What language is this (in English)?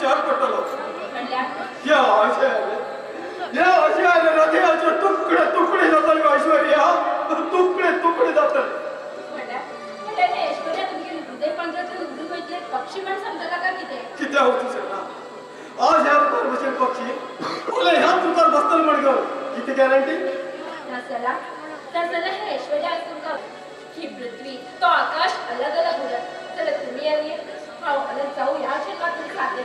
Konkani